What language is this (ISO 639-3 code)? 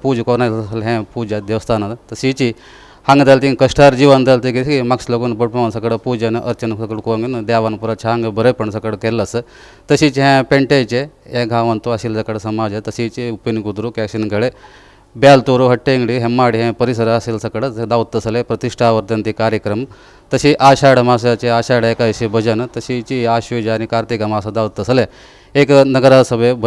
kok